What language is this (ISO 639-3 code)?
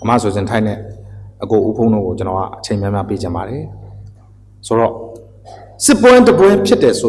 mya